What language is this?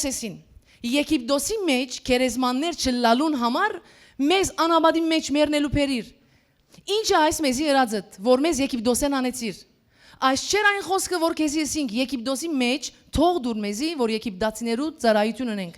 Western Armenian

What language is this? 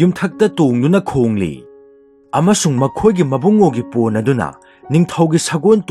Manipuri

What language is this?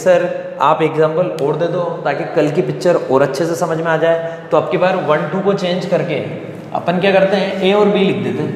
Hindi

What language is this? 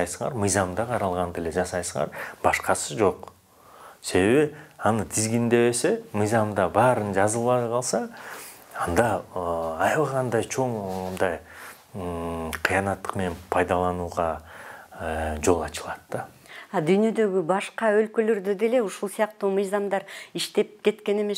Kyrgyz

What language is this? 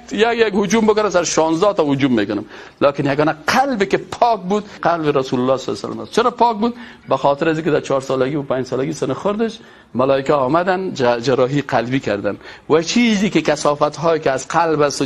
Persian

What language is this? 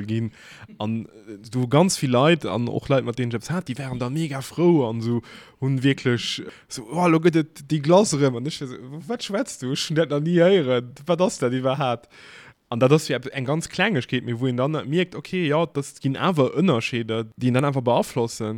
Luxembourgish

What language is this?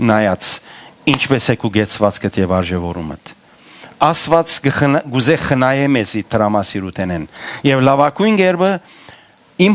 Western Armenian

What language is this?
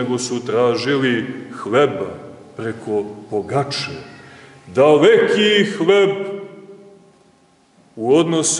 Serbian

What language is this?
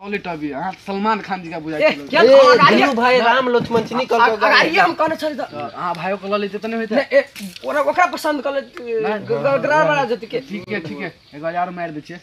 Maithili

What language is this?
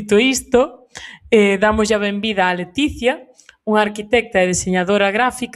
Galician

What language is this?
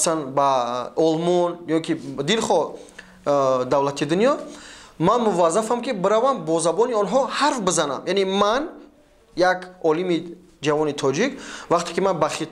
Tajik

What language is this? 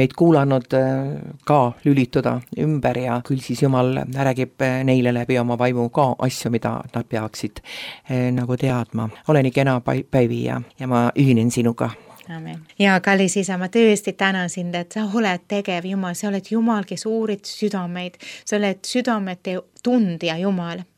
Estonian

